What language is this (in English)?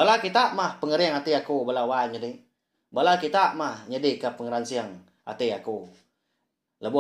Iban